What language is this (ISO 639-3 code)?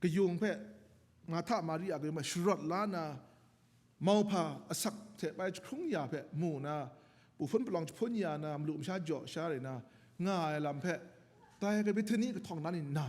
kac